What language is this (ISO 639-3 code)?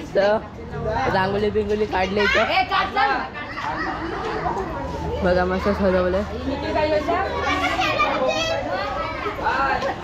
mar